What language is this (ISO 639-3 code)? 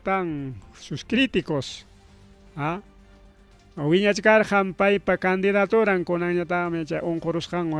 quy